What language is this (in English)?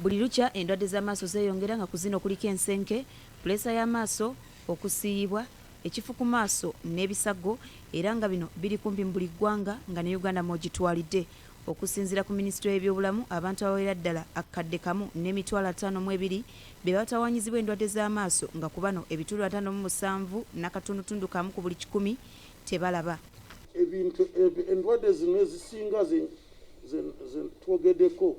Ganda